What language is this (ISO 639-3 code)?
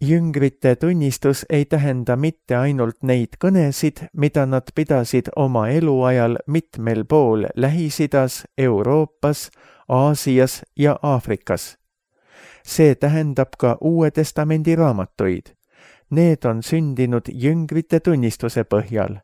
est